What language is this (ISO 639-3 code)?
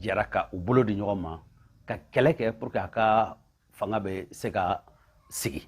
bam